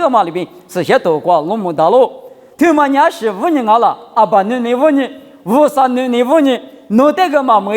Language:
Lisu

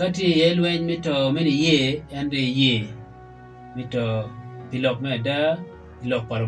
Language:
Acoli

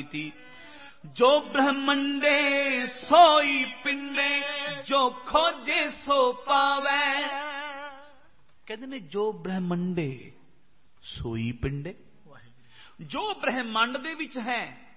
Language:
Punjabi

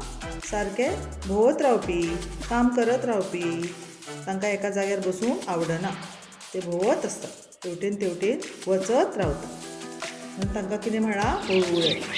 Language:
Konkani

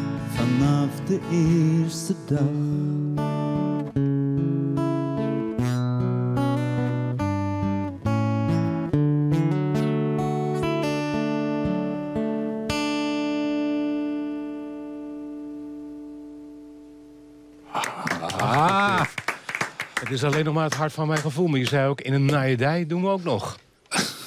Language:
Dutch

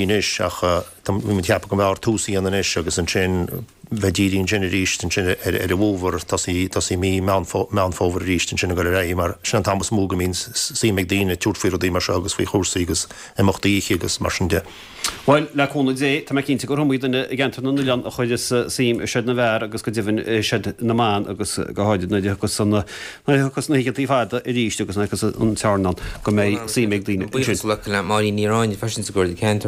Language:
Irish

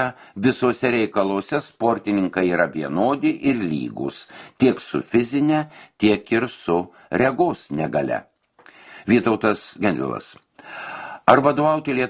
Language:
Lithuanian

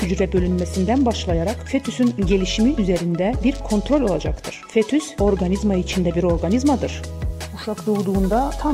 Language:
Gagauz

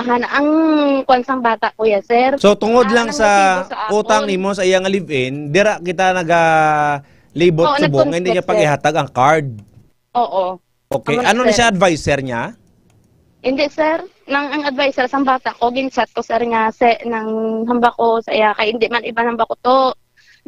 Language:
Hiligaynon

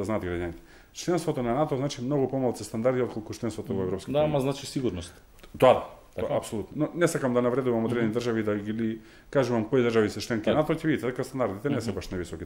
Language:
Macedonian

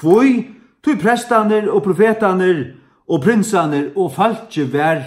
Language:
Faroese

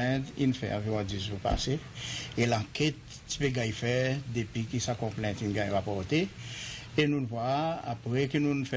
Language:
Seselwa Creole French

